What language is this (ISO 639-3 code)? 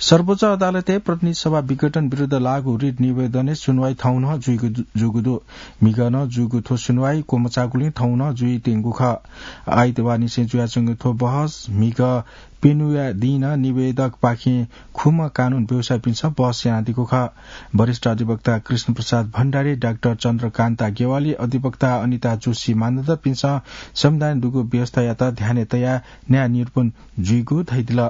new